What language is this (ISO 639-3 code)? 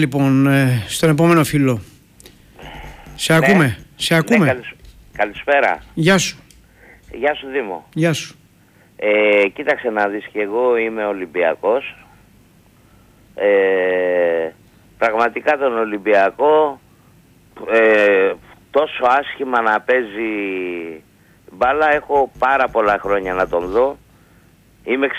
ell